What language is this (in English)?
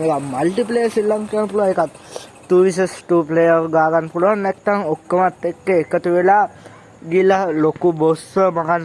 Sinhala